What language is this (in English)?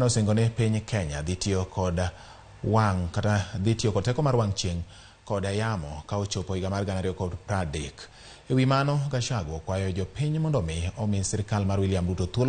Luo (Kenya and Tanzania)